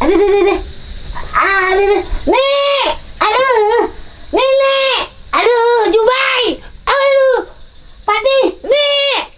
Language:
Banjar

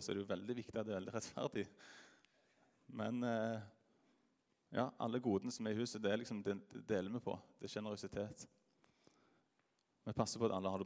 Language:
Norwegian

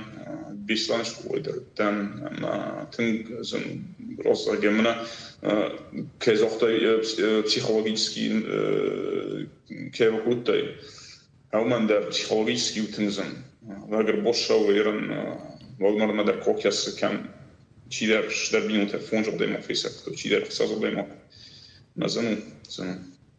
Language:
Ossetic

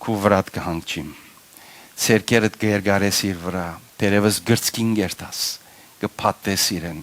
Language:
Western Armenian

